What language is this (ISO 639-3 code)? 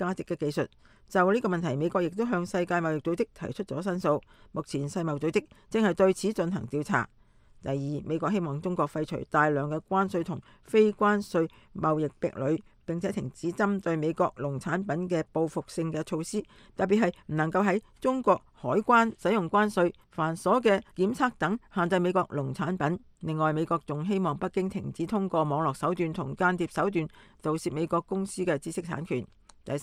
yue